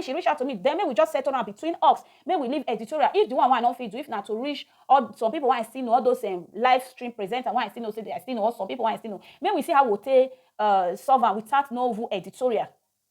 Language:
Nigerian Pidgin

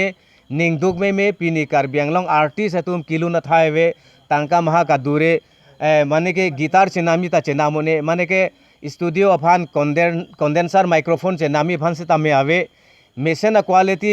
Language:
Karbi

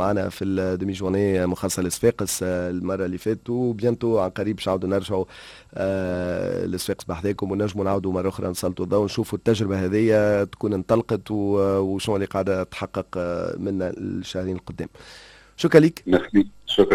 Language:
Tunisian Arabic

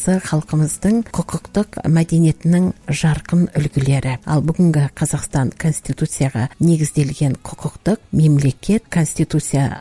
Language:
Kazakh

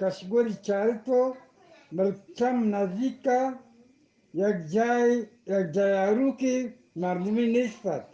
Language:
Eastern Balochi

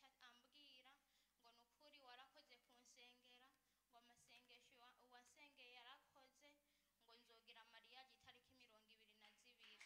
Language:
Rundi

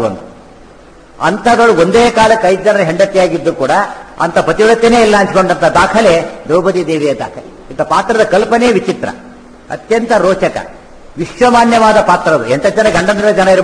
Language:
Kannada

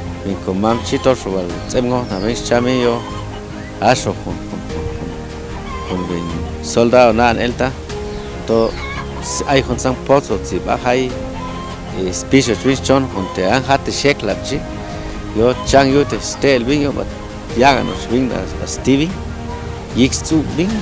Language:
Chuj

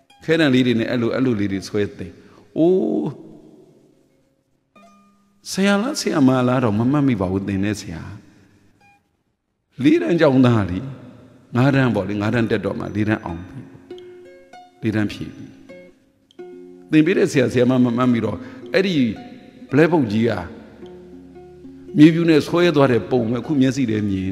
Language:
Burmese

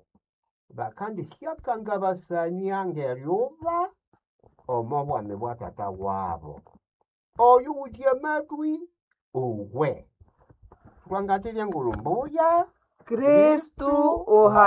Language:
Nande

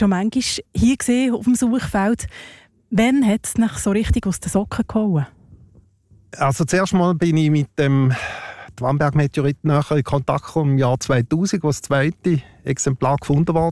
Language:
German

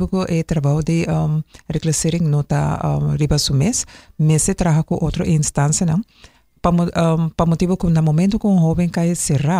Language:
Papiamento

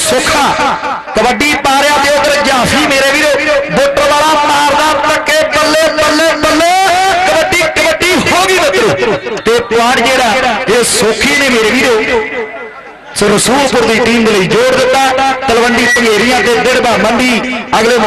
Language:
Punjabi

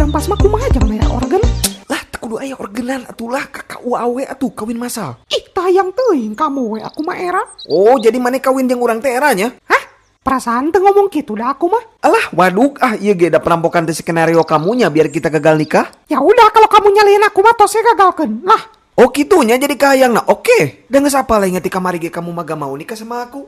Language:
Sundanese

